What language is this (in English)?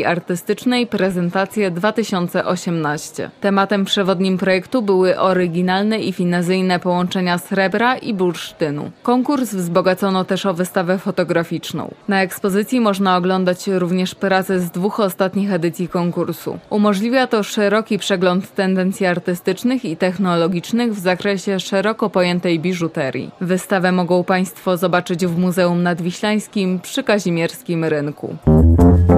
Polish